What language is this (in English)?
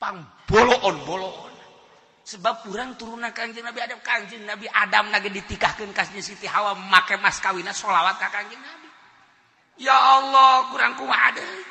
Sundanese